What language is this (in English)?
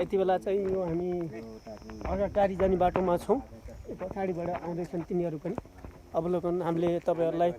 Nepali